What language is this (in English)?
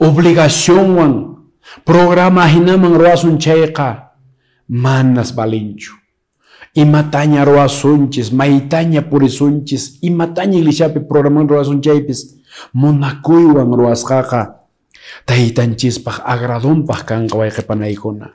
Quechua